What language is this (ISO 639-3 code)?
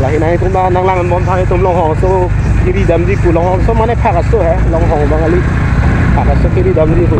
mjw